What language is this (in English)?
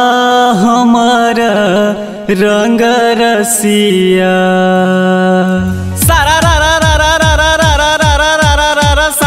Maithili